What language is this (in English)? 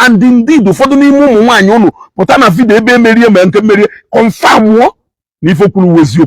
Igbo